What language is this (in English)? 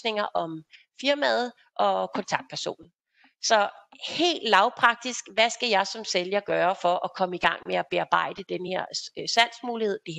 Danish